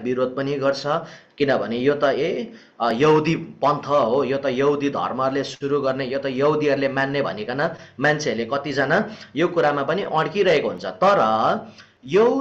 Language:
Nepali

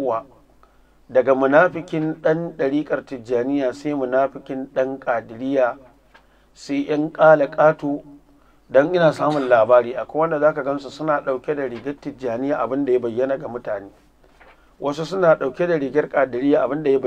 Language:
Hausa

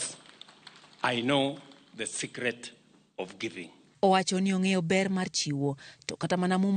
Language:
Luo (Kenya and Tanzania)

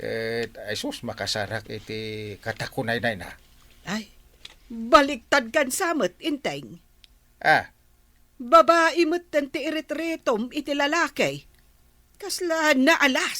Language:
Iloko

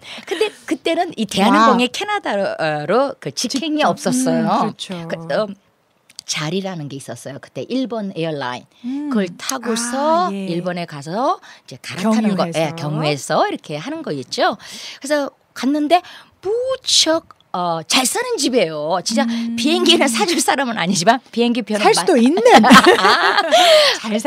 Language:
Korean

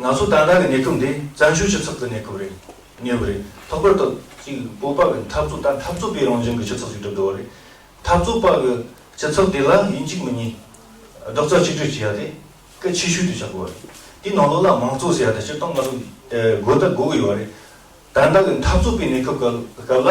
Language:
Tibetan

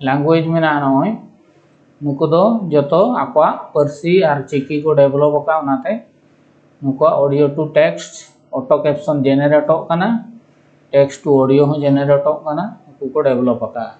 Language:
Santali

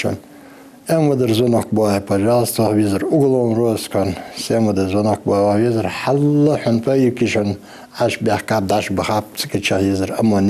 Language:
Ingush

